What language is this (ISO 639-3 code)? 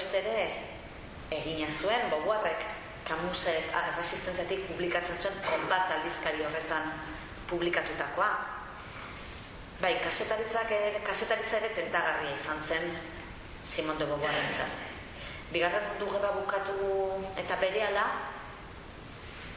eus